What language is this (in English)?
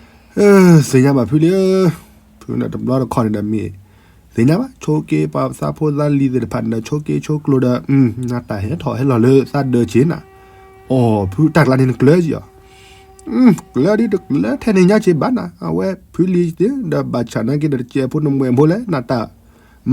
S'gaw Karen